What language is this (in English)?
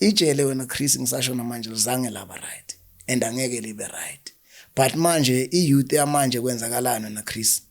Zulu